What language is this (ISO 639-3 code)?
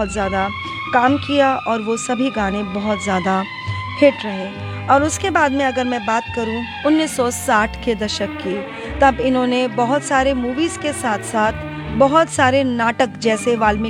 hin